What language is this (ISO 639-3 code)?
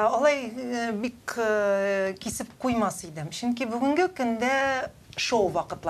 tat